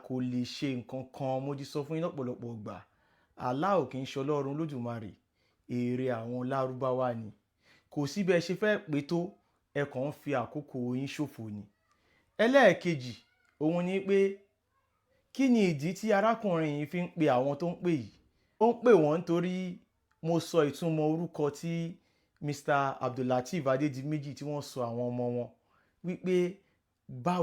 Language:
Yoruba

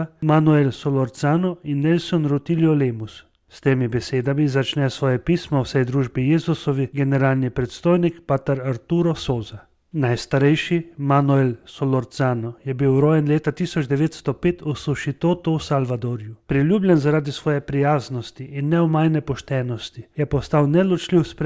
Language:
Slovenian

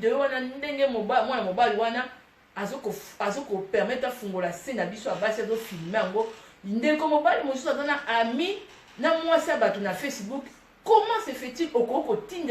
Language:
Lingala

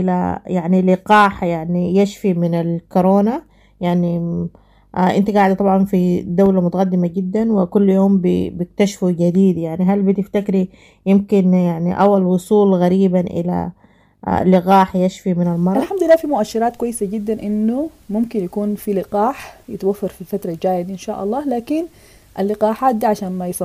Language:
Sudanese Arabic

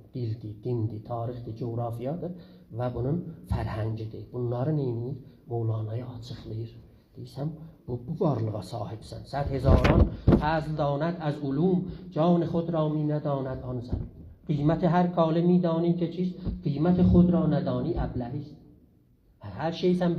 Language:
South Azerbaijani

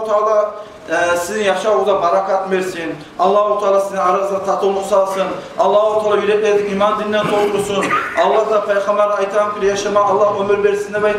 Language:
Kumyk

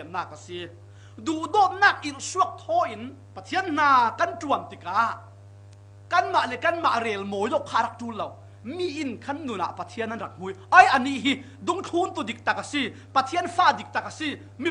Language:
Falam Chin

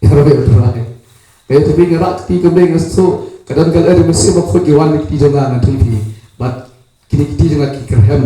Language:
Khasi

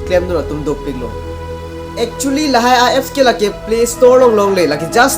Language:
Karbi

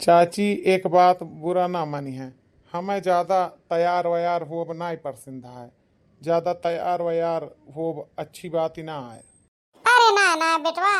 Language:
Awadhi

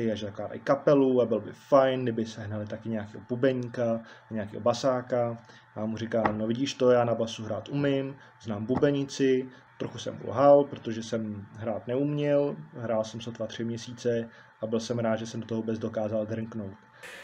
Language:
Czech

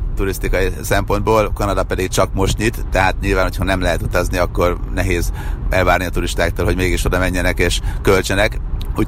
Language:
Hungarian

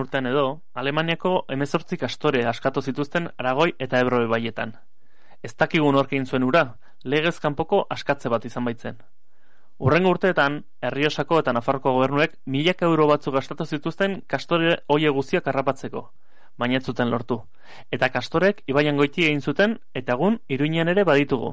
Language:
Basque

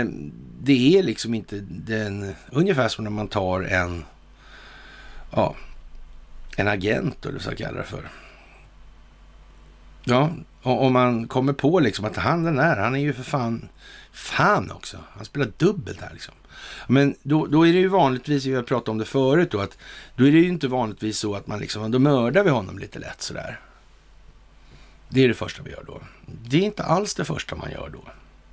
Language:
Swedish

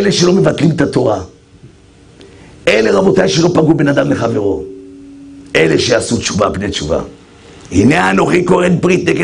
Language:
Hebrew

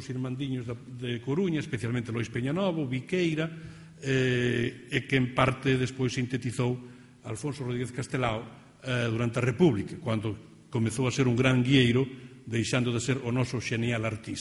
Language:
Galician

